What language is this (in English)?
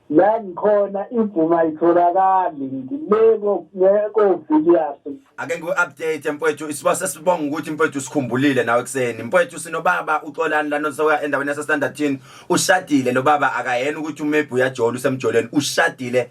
Zulu